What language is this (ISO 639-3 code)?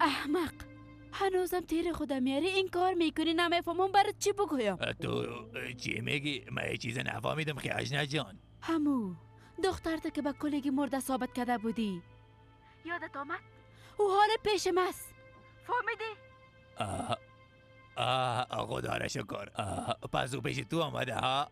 fas